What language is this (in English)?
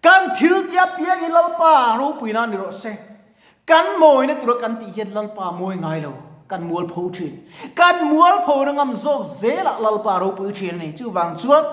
Mizo